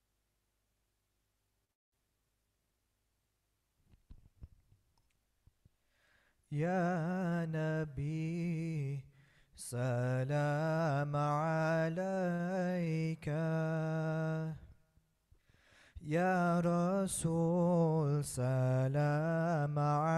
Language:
Arabic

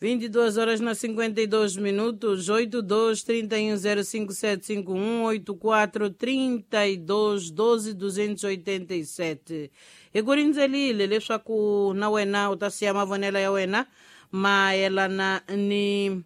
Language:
Tsonga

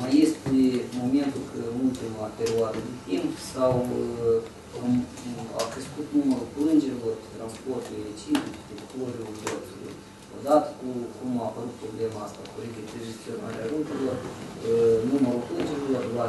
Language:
Romanian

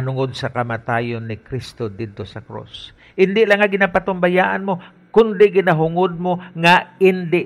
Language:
Hiligaynon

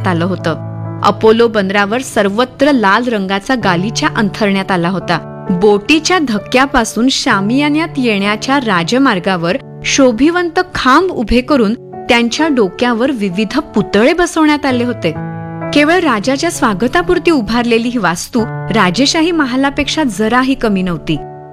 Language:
Marathi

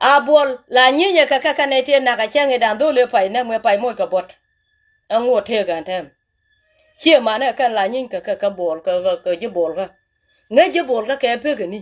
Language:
Nuer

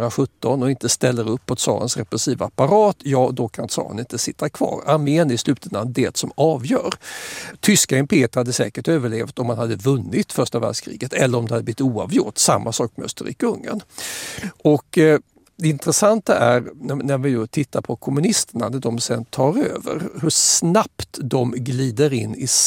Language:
Swedish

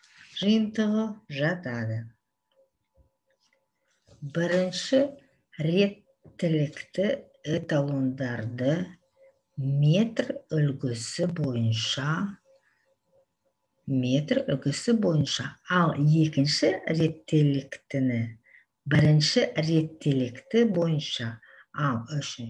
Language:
Kazakh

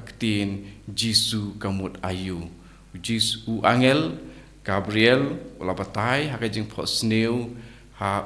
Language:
Khasi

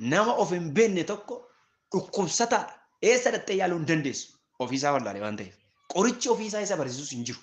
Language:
Oromo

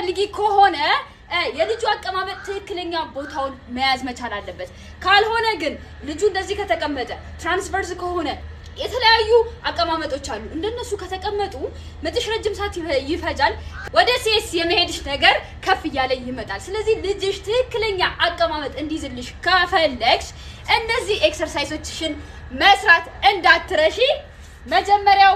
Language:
Amharic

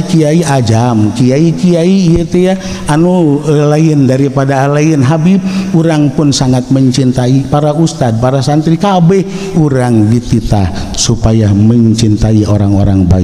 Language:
Sundanese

